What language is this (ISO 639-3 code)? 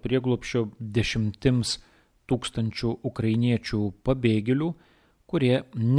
lit